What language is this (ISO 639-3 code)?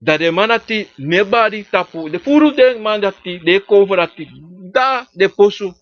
srn